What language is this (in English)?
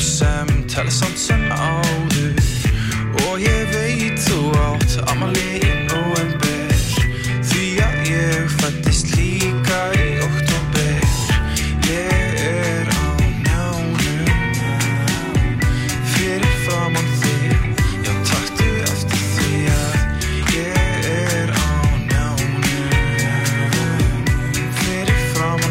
Icelandic